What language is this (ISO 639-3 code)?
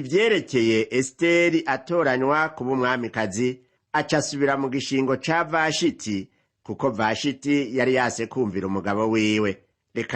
run